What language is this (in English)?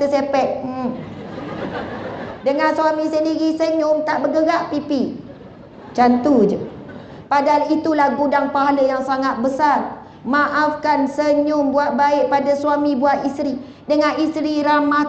Malay